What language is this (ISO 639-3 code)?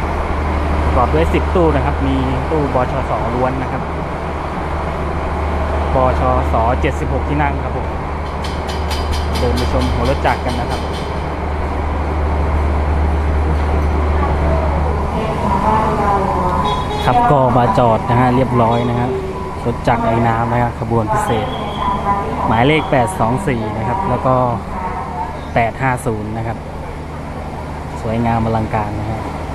tha